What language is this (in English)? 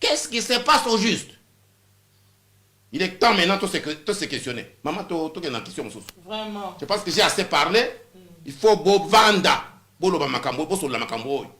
Lingala